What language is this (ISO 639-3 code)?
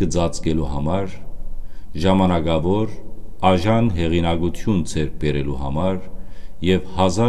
hyw